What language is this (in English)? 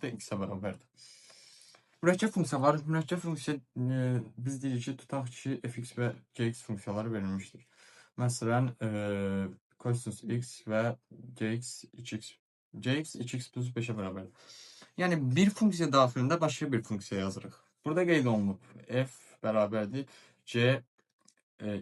Azerbaijani